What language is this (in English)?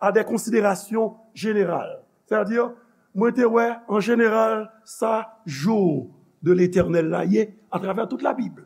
Haitian Creole